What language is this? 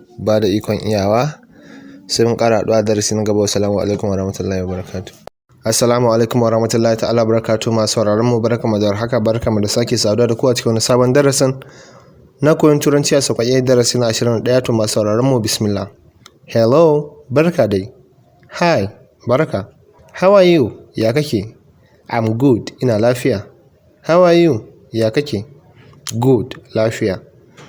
Hausa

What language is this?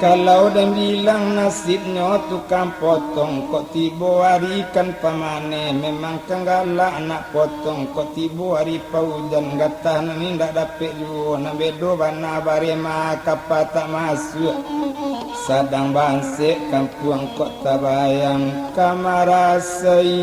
Minangkabau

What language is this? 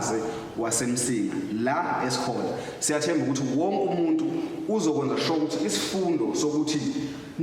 Zulu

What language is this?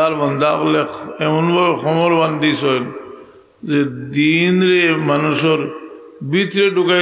Sylheti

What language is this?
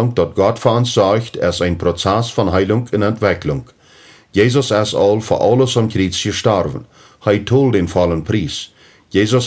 Plautdietsch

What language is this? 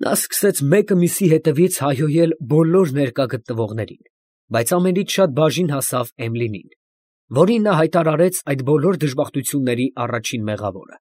Armenian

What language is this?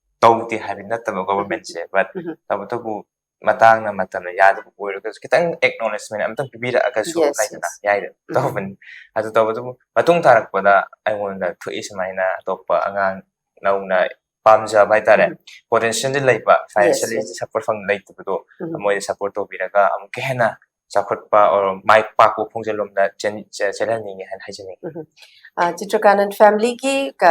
Manipuri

